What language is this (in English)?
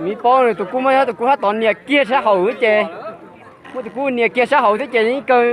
Hmong